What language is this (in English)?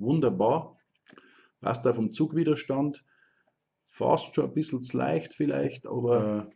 Bavarian